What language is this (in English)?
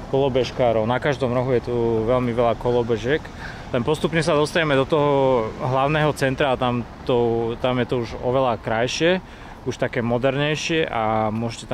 Slovak